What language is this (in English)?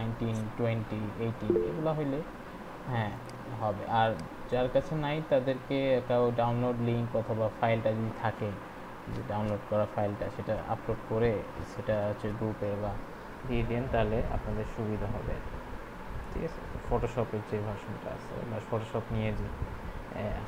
Bangla